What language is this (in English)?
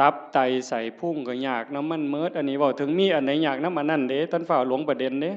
Northeastern Thai